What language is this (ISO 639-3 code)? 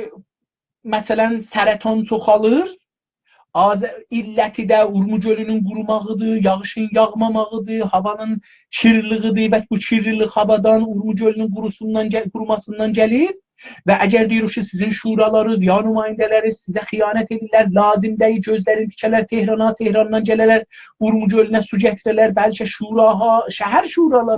azb